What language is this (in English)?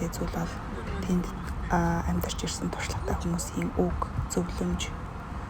Mongolian